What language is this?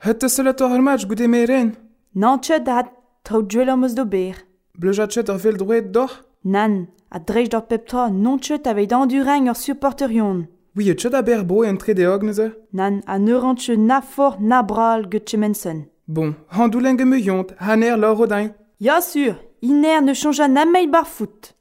Breton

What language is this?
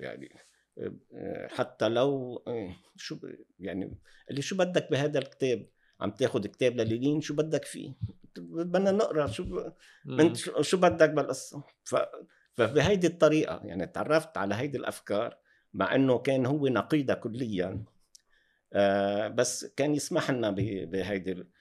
North Levantine Arabic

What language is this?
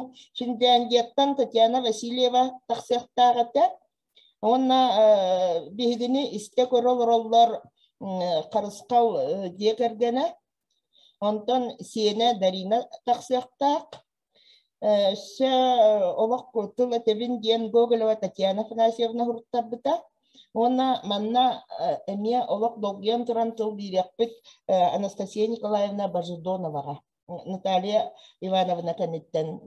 Yakut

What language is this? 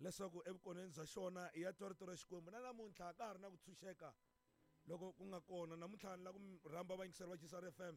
Tsonga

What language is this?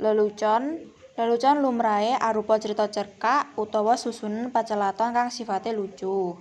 Javanese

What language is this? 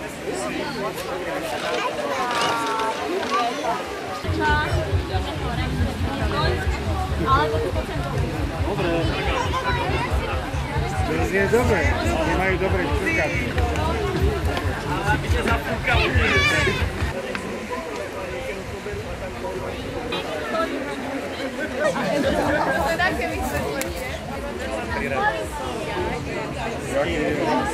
Slovak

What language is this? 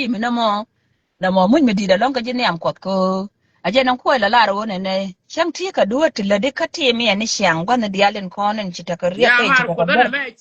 Nuer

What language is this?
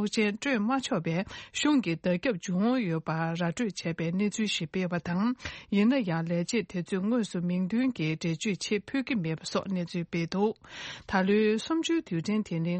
Tibetan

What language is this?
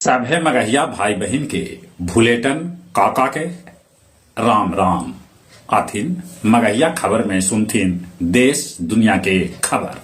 Magahi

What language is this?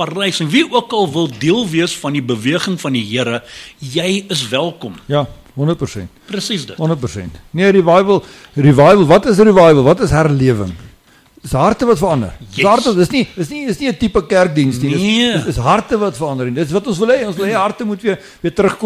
Afrikaans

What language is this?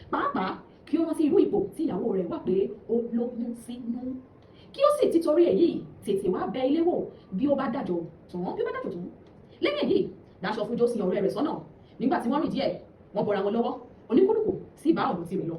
Yoruba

